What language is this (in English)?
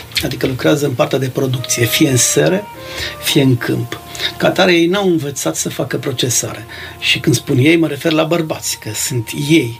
Romanian